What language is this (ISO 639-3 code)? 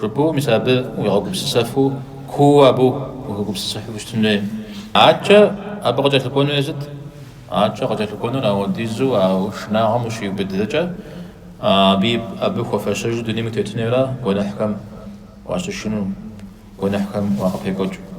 kbd